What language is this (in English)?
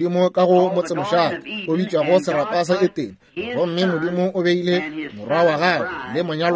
Northern Sotho